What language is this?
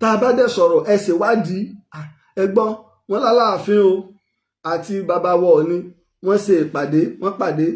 Yoruba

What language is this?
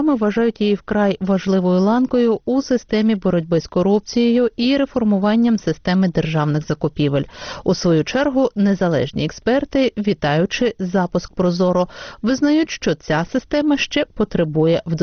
Ukrainian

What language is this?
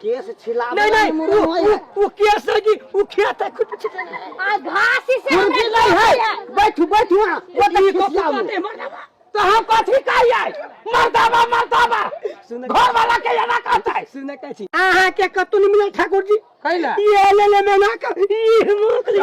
Maithili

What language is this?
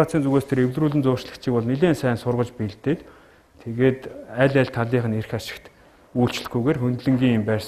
Mongolian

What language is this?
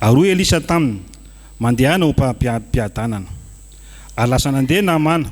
Malagasy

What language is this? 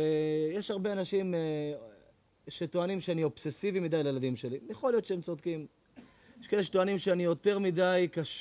Hebrew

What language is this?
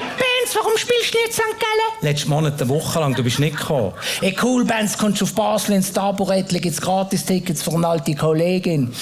Swiss German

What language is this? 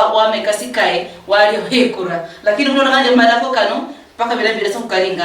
Luyia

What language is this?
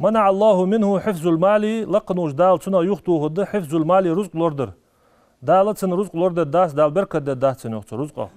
Ingush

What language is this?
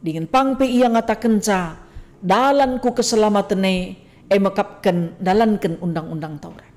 Batak Karo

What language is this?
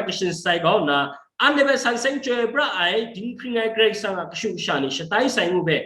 Kachin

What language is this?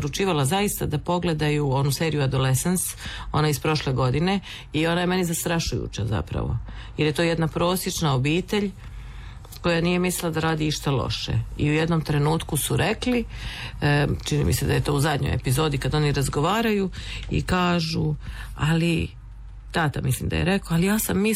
Croatian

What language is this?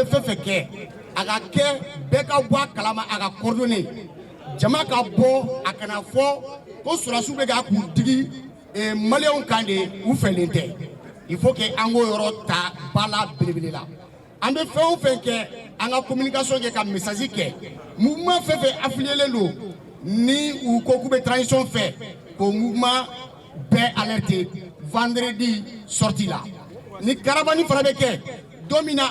Bambara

